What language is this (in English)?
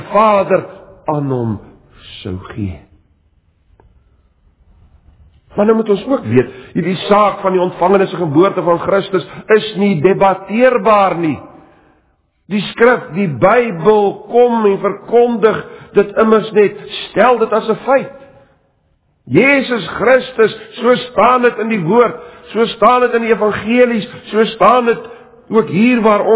Afrikaans